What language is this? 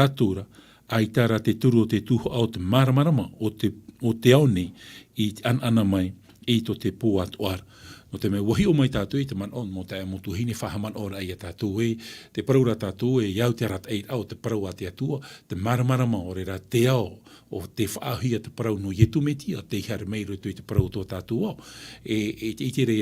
Tahitian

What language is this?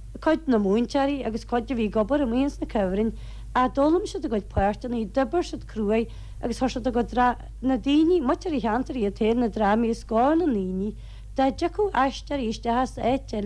Irish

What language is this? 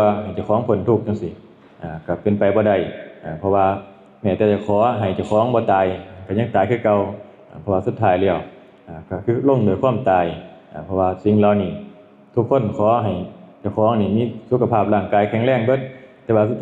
Northeastern Thai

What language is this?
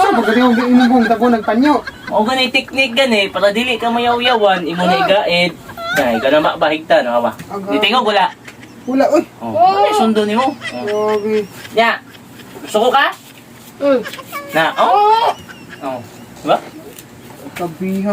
Cebuano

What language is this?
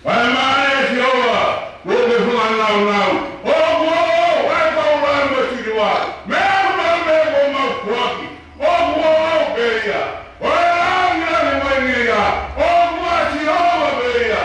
Tongan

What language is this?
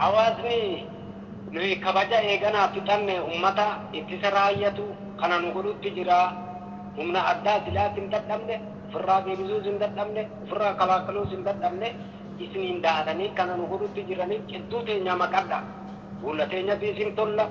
Oromo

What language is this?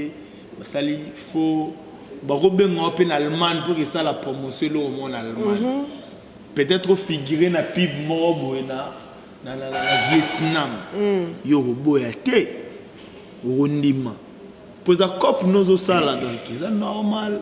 Lingala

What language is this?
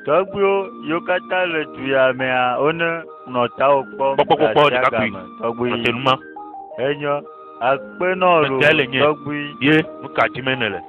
Ewe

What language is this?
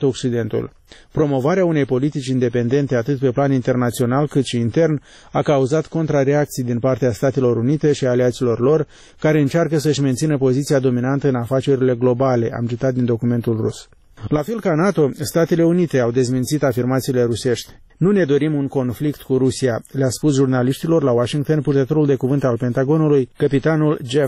Romanian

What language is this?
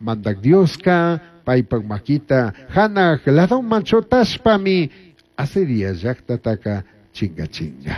Chimborazo Highland Quichua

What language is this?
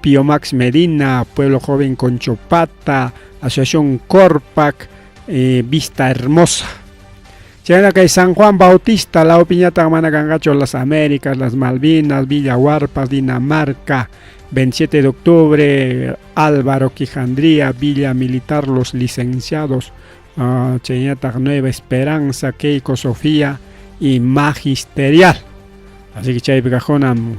Ayacucho Quechua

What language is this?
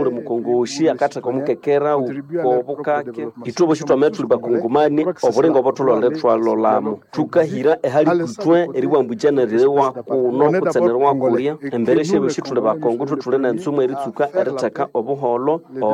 Nande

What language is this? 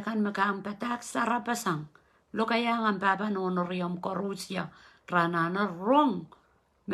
Pohnpeian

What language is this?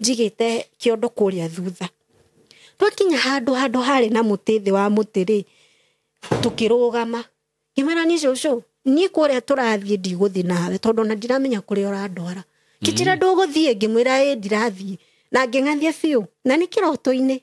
Kikuyu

